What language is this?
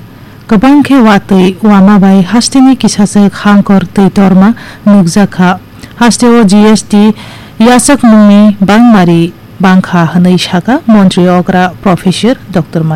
Kok Borok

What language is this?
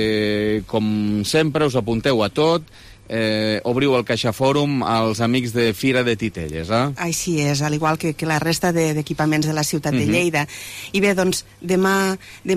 Catalan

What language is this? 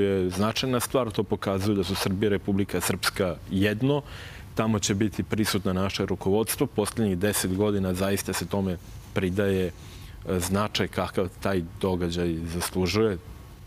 Serbian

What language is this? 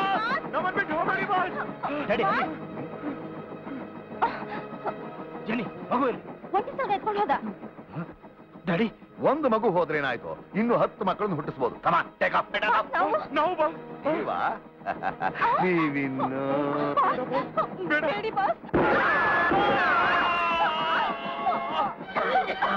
Kannada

